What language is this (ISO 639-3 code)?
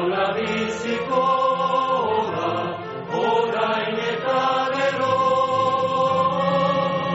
eus